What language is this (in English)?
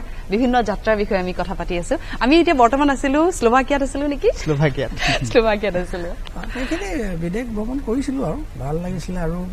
Assamese